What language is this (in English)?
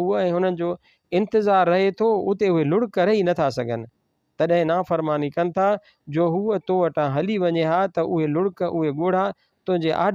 Sindhi